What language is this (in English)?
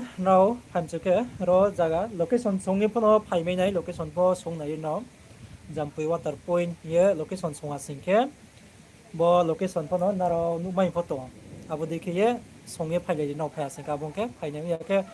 Riang (India)